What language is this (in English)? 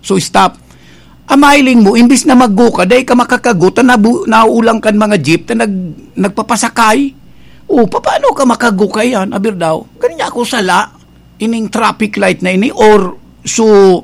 Bikol